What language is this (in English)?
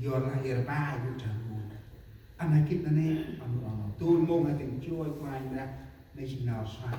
Central Mnong